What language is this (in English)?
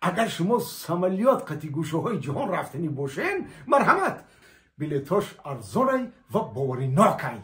Tajik